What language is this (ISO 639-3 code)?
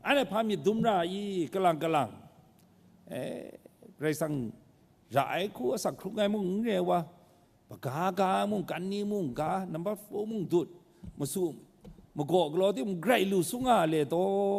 kac